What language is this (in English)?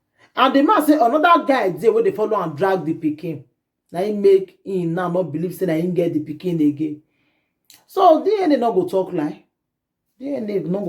Nigerian Pidgin